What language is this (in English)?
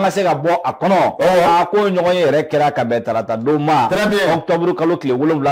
Bambara